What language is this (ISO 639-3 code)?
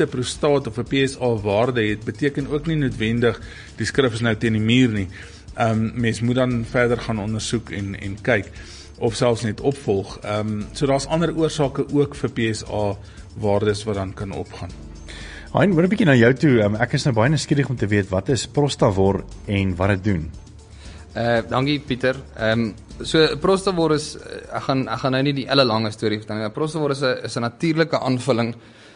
afr